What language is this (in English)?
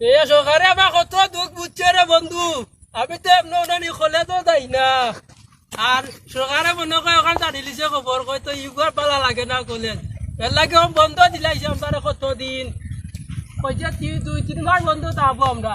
Sylheti